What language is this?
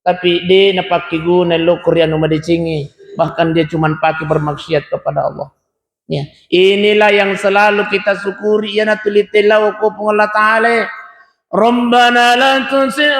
Buginese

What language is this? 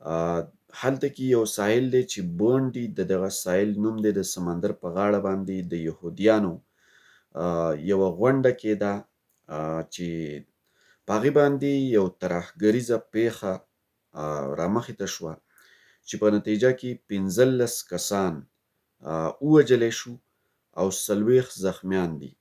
Pashto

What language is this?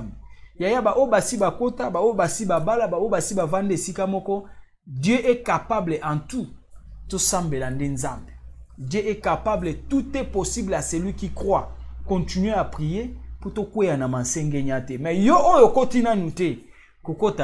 Lingala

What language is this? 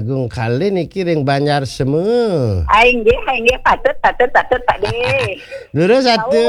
Balinese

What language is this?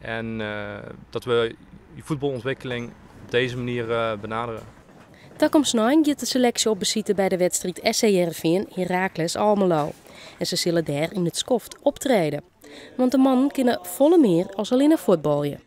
Western Frisian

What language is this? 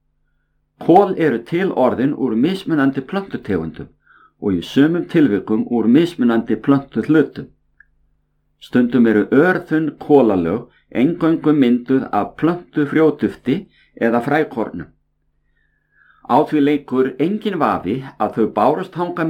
Icelandic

